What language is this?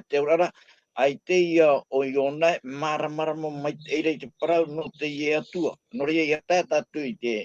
Tahitian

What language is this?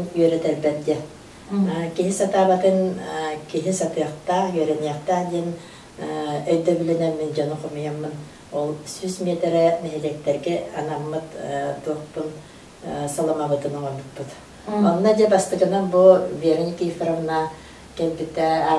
Yakut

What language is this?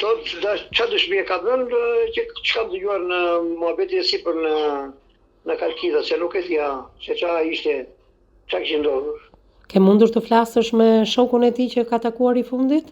Albanian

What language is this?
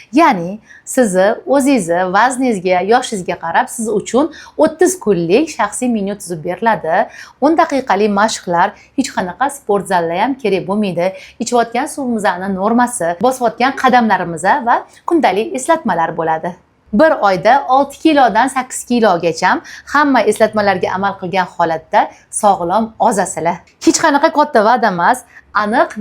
Uzbek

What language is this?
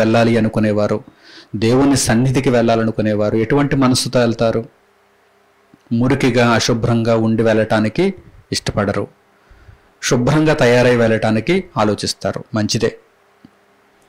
Telugu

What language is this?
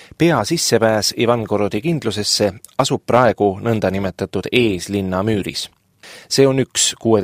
Estonian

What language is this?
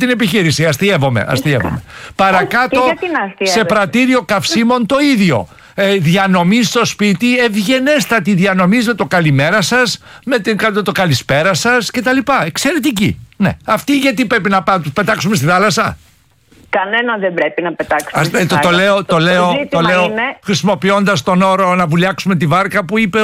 Greek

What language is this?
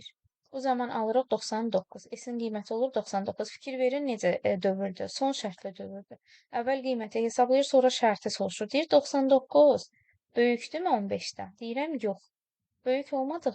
Azerbaijani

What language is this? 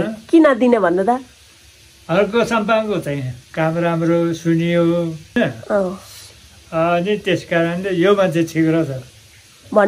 Nepali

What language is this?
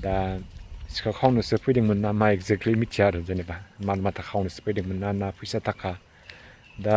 Bodo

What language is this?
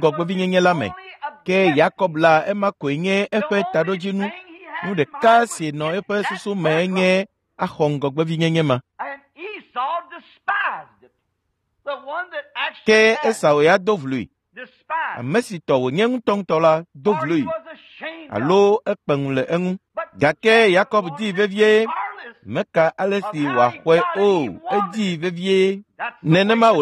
Ewe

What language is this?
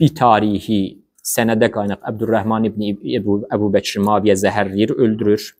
Azerbaijani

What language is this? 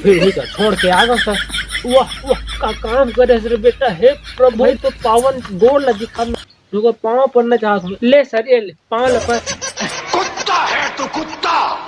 Chhattisgarhi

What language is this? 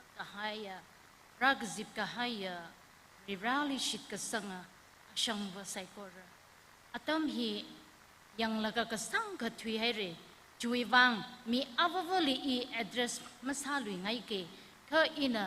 Tangkhul Naga (India)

